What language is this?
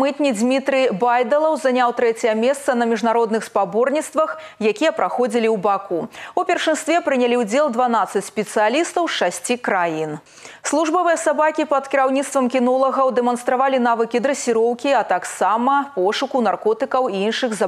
Belarusian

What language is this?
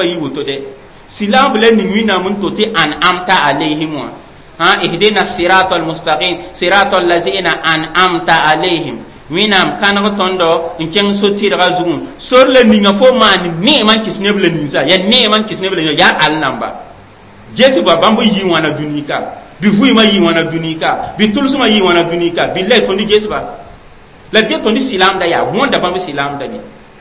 Mossi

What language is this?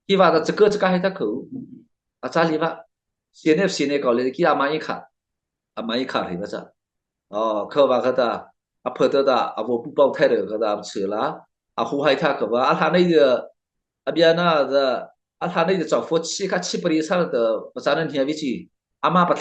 Mara Chin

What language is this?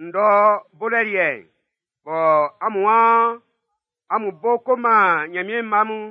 Baoulé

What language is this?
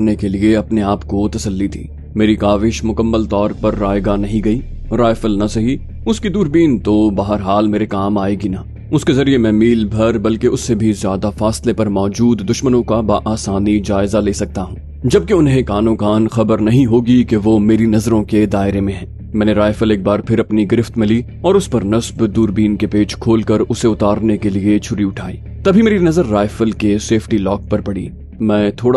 Urdu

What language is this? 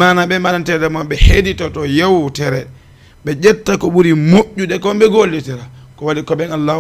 Fula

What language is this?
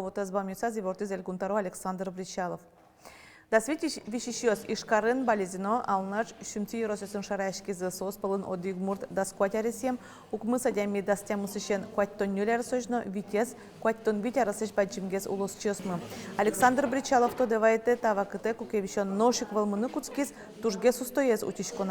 Udmurt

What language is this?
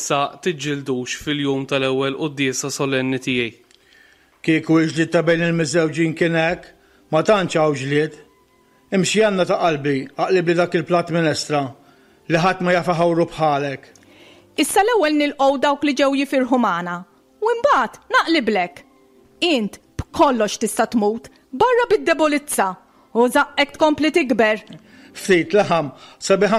Maltese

